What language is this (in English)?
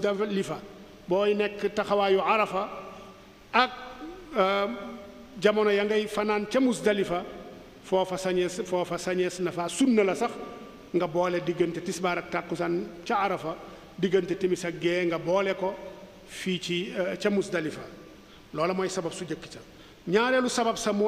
Wolof